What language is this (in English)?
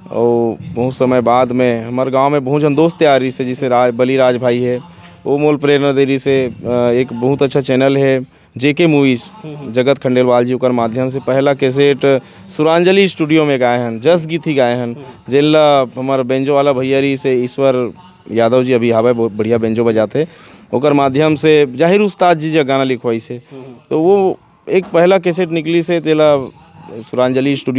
Chhattisgarhi